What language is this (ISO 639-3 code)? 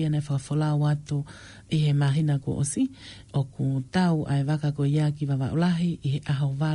ton